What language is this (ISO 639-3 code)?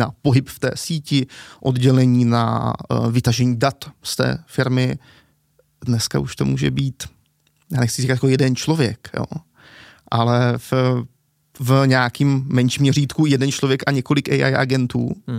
ces